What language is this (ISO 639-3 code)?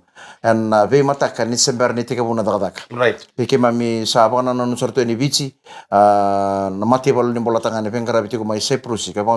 fij